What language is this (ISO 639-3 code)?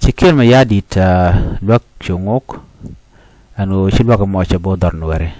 nus